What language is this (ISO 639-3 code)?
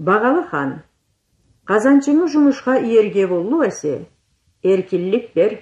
krc